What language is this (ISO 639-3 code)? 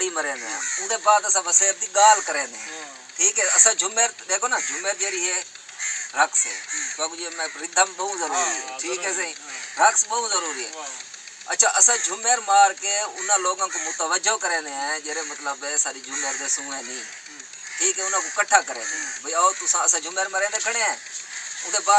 skr